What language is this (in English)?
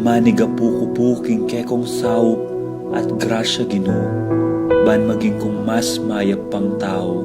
Pampanga